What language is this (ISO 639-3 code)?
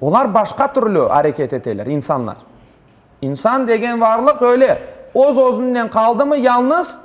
crh